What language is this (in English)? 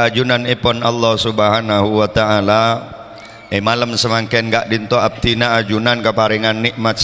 Madurese